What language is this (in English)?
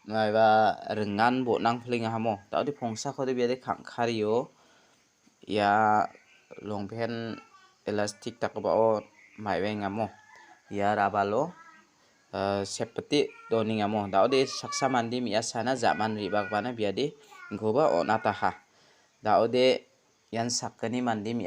Garo